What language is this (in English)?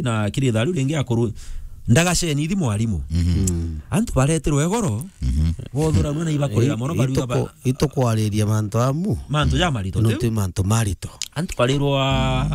Meru